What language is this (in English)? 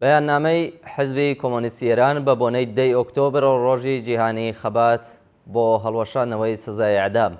Central Kurdish